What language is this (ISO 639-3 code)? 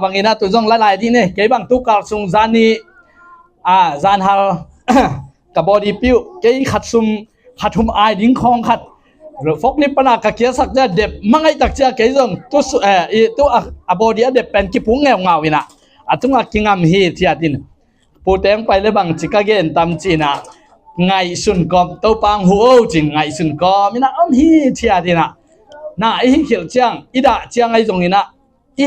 ctd